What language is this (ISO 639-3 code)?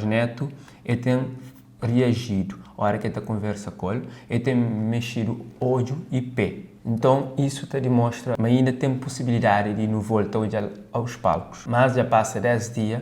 kea